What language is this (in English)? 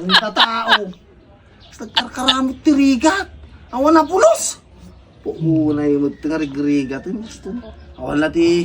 Iloko